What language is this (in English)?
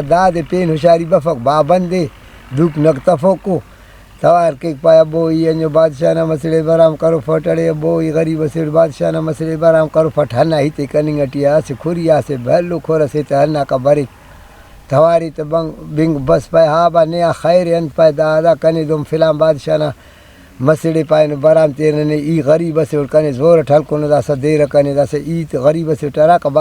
Brahui